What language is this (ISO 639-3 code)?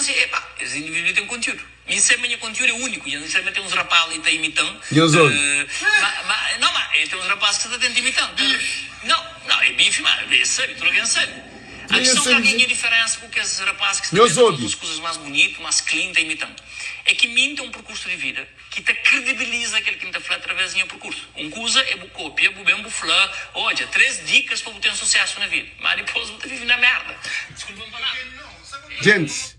kea